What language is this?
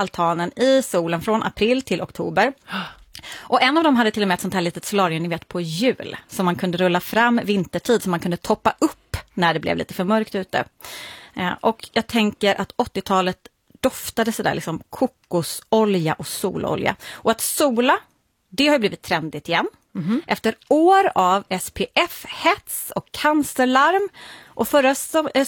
Swedish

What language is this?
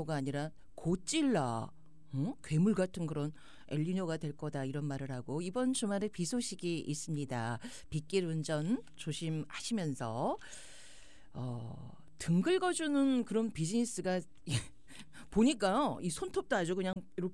Korean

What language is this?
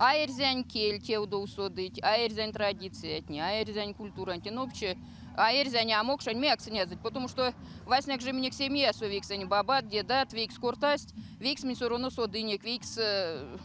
Erzya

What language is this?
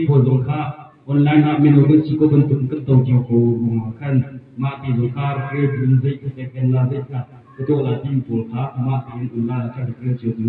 Hakha Chin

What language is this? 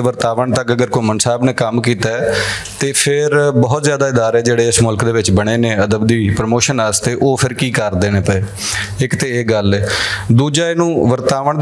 Western Panjabi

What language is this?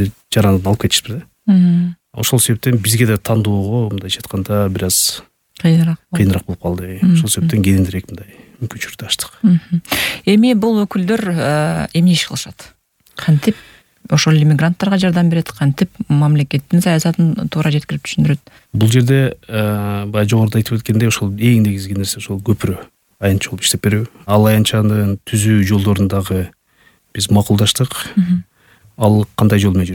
Kyrgyz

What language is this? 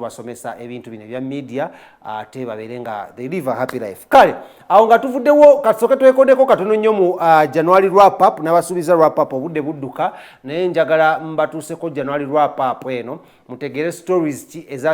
Ganda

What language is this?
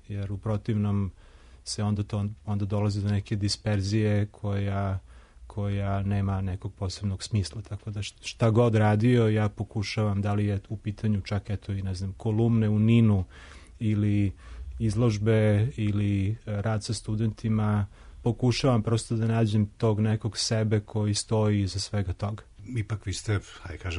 Serbian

